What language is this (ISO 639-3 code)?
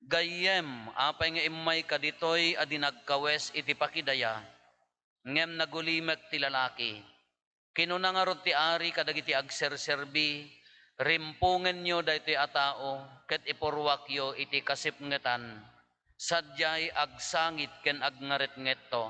ilo